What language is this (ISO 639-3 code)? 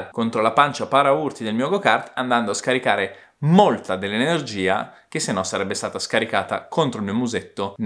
ita